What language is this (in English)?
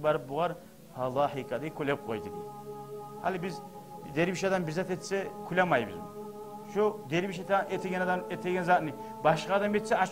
Kumyk